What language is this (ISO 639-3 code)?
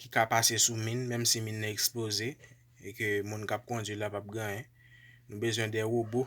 hat